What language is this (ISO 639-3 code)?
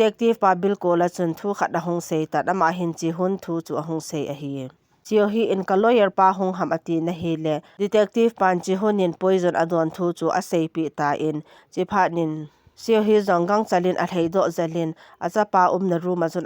tcz